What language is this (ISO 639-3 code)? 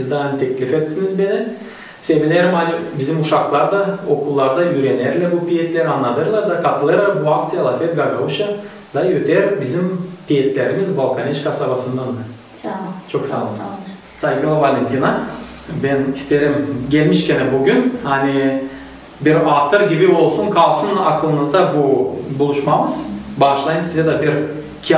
gag